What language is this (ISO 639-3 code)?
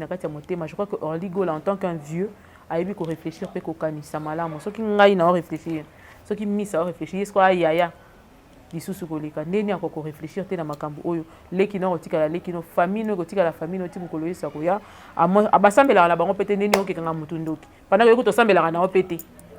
lin